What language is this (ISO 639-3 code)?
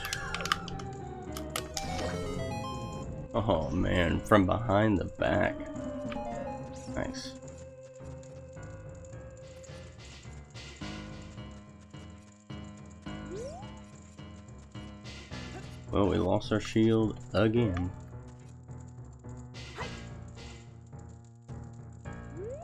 eng